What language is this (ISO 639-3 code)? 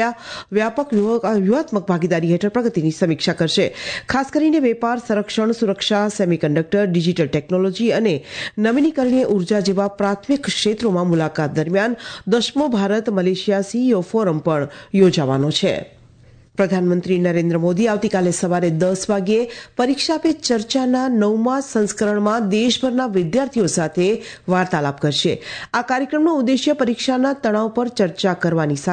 guj